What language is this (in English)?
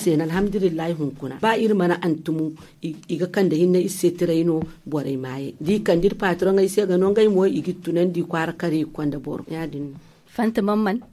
Zarma